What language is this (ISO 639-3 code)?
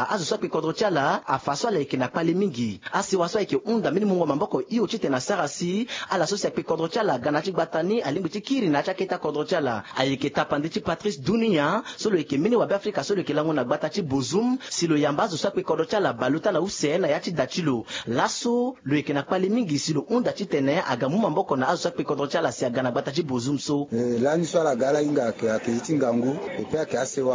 sag